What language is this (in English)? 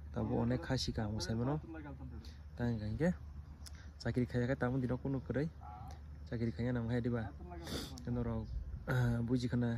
Kok Borok